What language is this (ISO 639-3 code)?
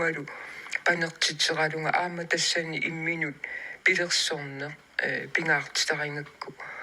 kal